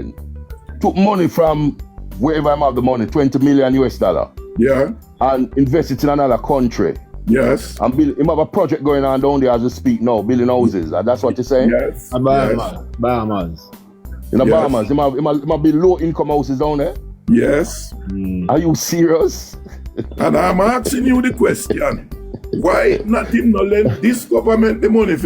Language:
Jamaican Creole English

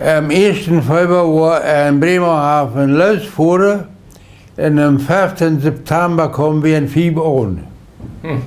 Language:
Plautdietsch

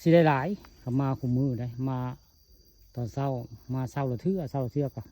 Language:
Northeastern Thai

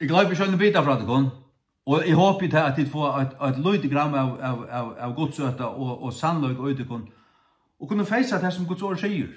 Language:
Faroese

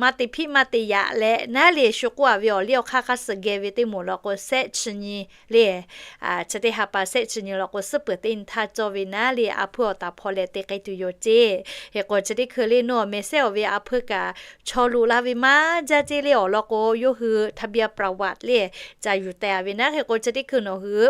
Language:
Lahu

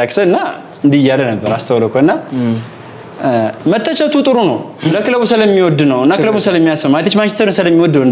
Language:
Amharic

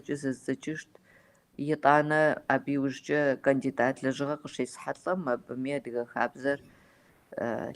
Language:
Kabardian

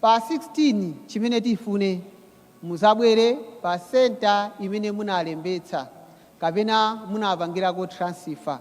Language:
Nyanja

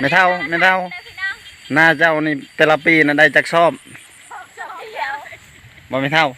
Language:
Lao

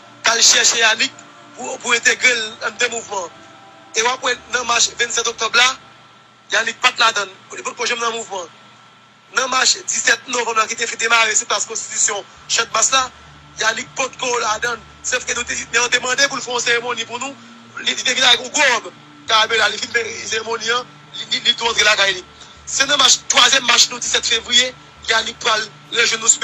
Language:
Haitian Creole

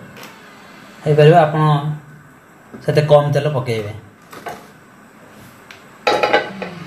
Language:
Odia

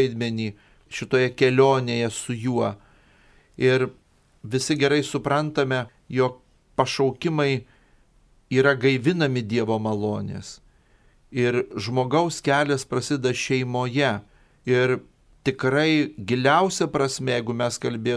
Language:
Lithuanian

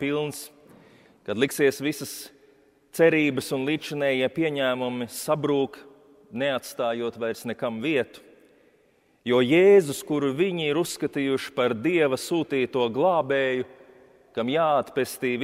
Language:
Latvian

